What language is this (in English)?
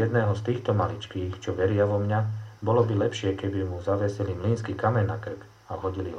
Slovak